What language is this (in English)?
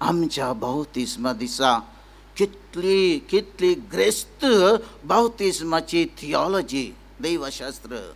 Konkani